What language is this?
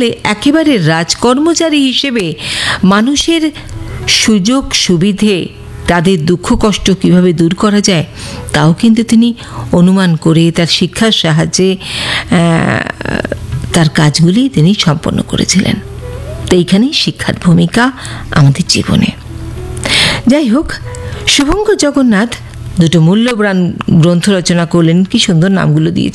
Bangla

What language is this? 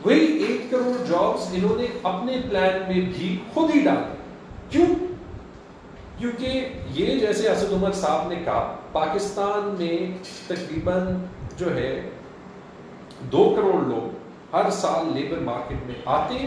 Urdu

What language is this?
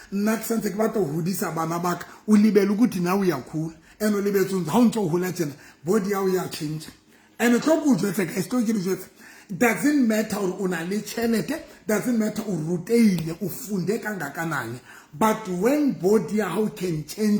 Southern Sotho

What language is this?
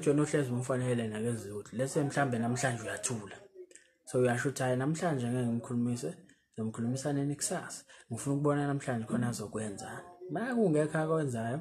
Zulu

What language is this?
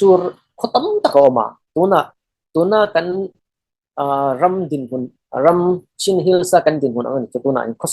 Falam Chin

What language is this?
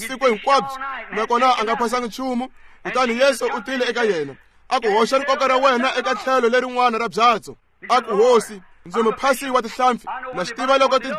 Tsonga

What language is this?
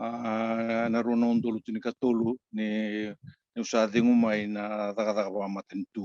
Fijian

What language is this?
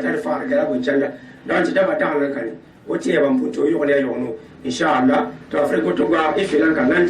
Gourmanchéma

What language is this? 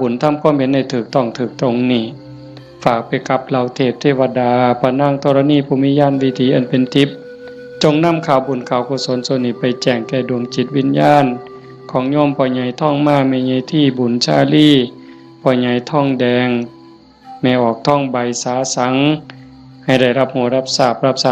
Northeastern Thai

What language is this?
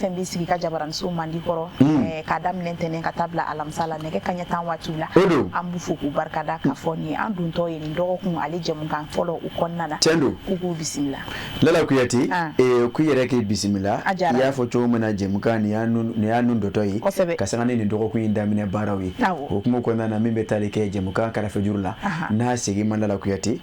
Bambara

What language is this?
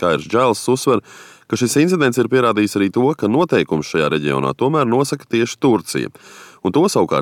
Latvian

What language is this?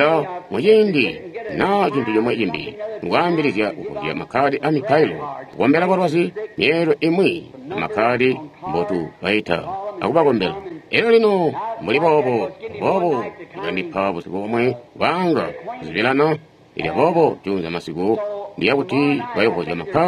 Tonga (Zambia)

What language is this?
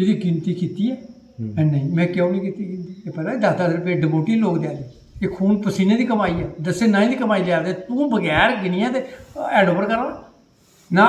Dogri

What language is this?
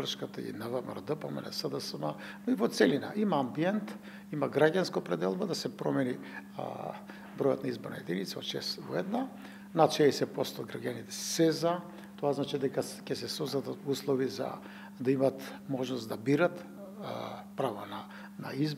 Macedonian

